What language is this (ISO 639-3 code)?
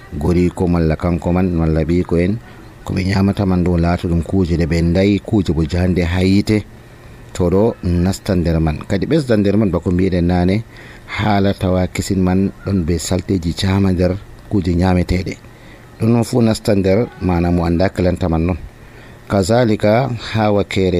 fuv